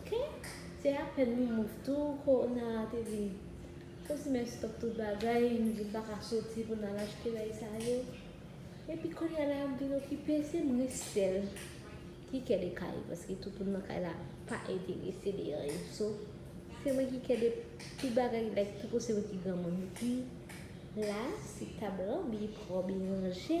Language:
Haitian Creole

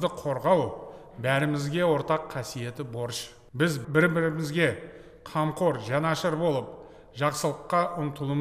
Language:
Kazakh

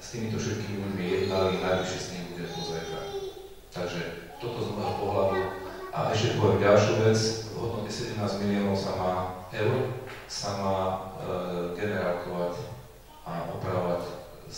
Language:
Slovak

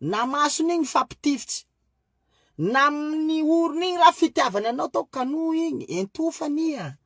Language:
Malagasy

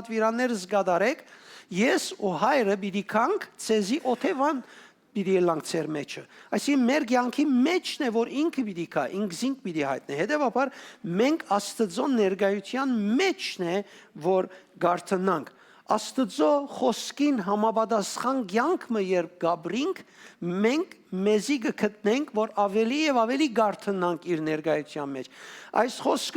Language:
Western Armenian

